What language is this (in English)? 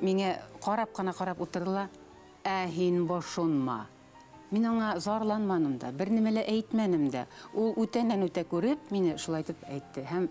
Bashkir